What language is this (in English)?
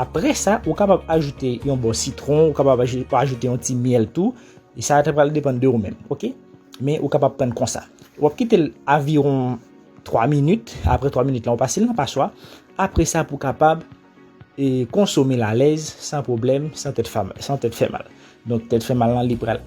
Haitian Creole